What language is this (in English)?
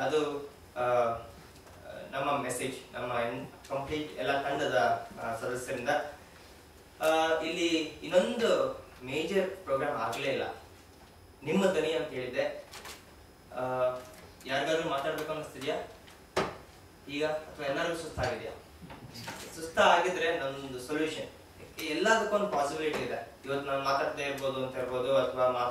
Kannada